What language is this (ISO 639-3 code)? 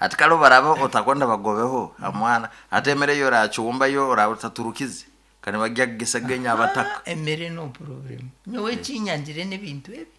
nyo